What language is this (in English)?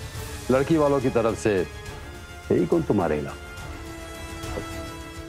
Hindi